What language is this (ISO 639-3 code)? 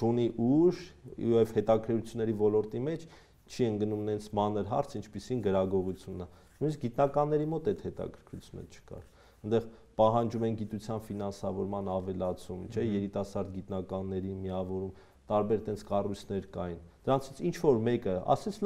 hye